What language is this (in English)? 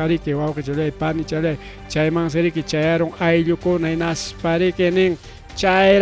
Ayacucho Quechua